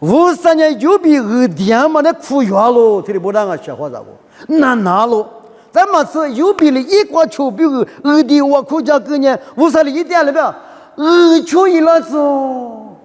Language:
Lisu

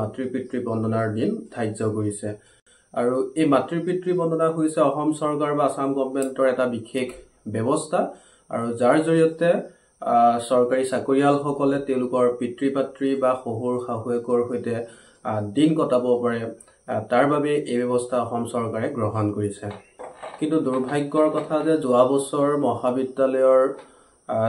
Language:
Assamese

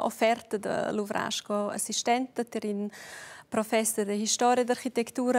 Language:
Romansh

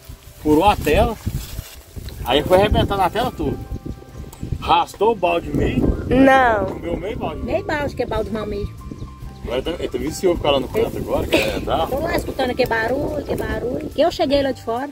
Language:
Portuguese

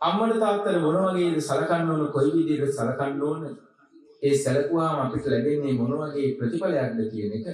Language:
Sinhala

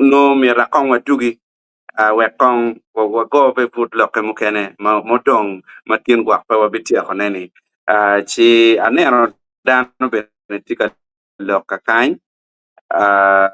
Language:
Acoli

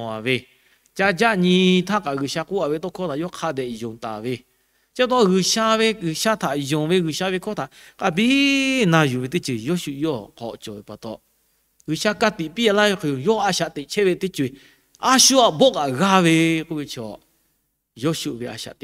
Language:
Lahu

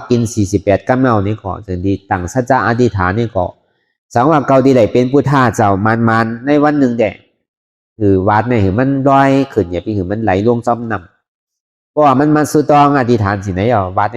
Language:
Shan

